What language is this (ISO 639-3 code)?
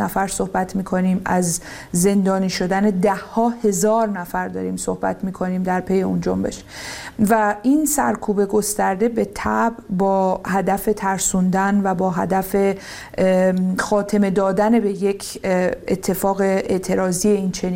fas